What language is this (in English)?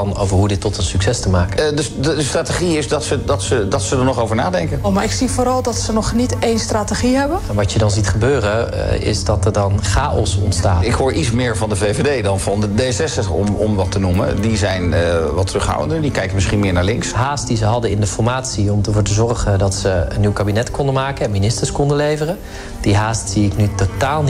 Dutch